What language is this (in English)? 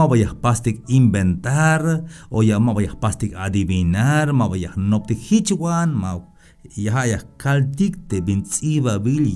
Tzeltal